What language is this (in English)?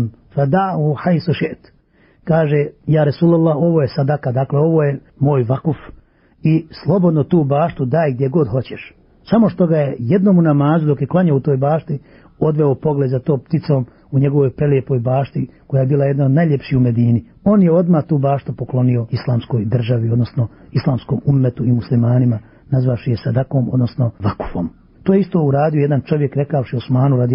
Bosnian